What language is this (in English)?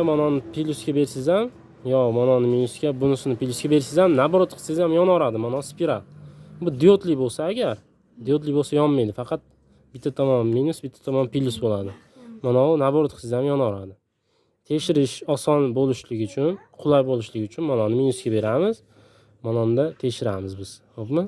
Uzbek